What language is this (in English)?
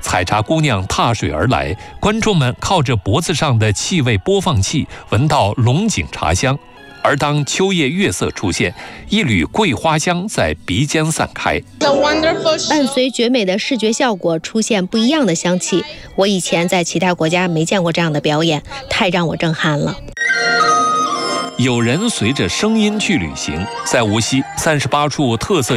Chinese